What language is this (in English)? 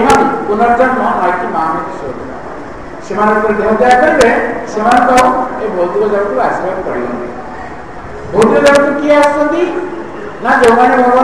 Odia